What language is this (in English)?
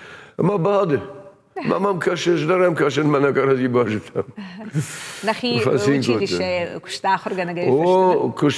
Ossetic